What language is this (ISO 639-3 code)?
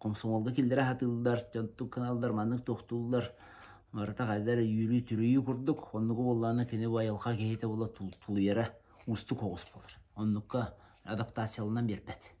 sah